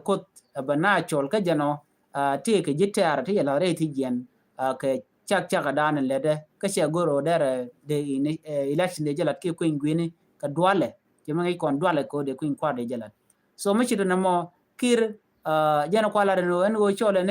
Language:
Nuer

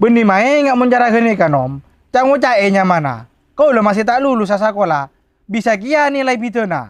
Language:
Madurese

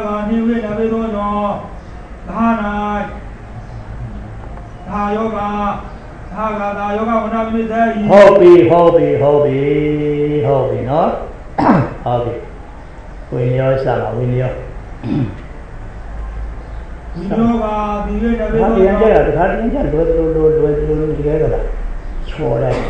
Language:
Burmese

